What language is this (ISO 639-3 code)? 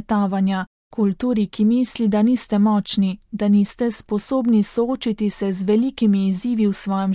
slv